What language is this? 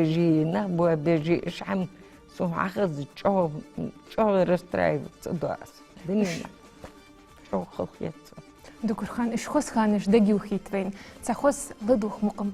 Ingush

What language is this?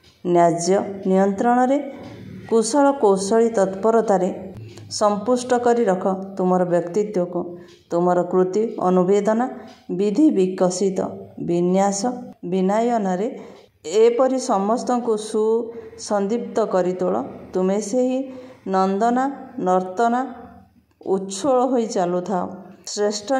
Odia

